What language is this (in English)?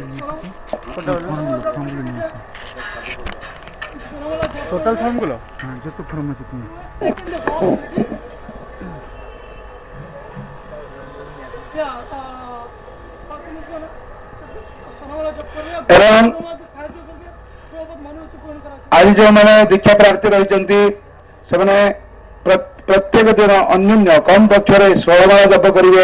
Odia